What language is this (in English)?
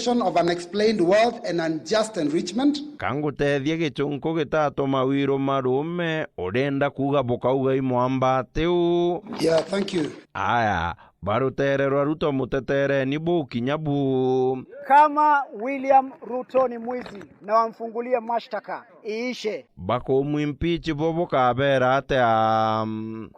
Meru